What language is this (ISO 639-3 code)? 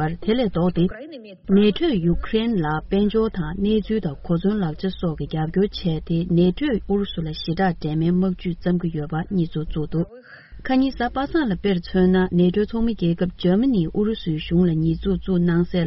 bod